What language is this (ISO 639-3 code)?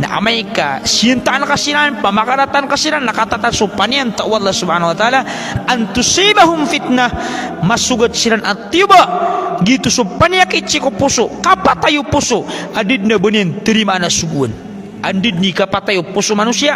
mrw